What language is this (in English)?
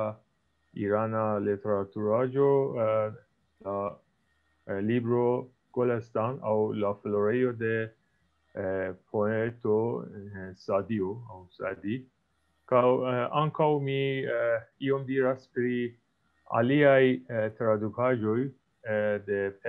Esperanto